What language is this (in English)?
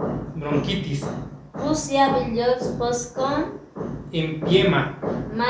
Chuj